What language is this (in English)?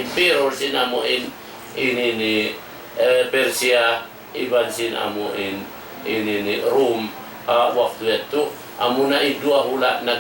Tausug